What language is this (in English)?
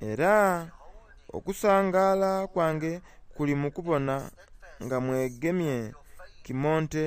Soga